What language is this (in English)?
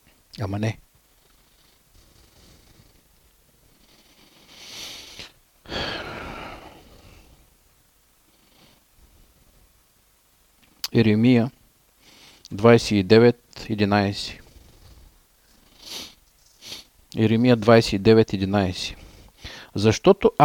Bulgarian